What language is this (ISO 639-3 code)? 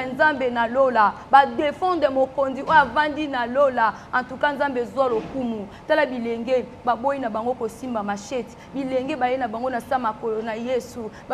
lin